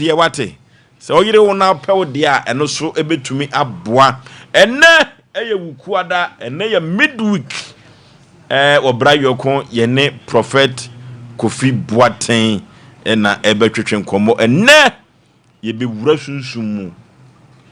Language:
Akan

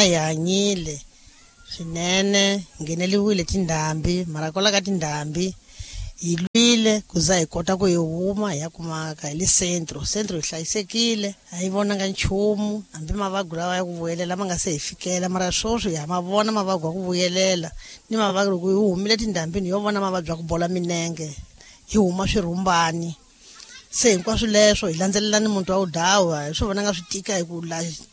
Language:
Tsonga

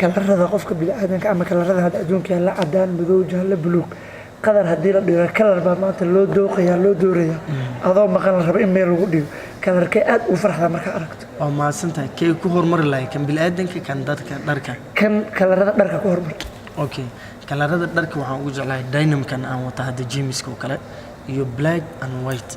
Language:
Somali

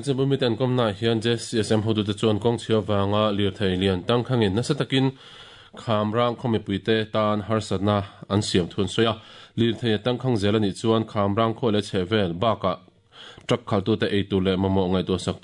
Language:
Mizo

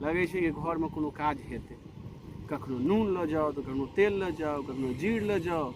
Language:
Maithili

